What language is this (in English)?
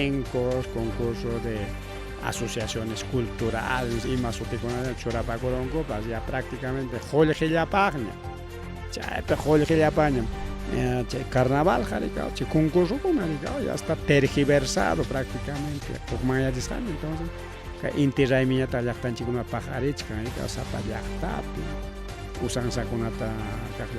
Ayacucho Quechua